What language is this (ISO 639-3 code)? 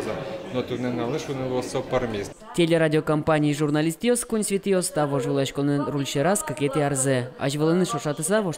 udm